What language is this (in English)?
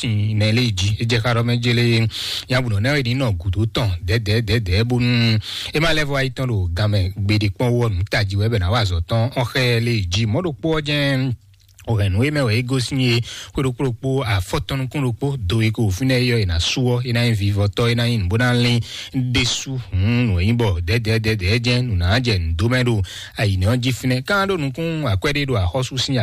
Fon